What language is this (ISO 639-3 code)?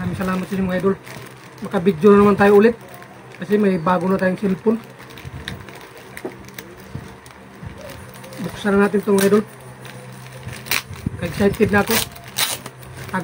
fil